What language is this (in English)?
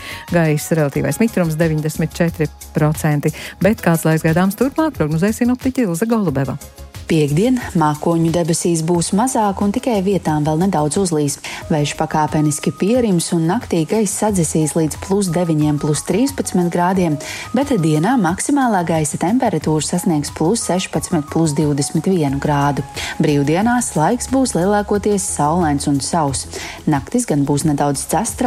Latvian